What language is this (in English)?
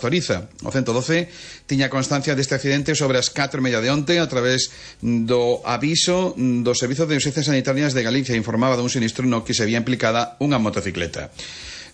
Galician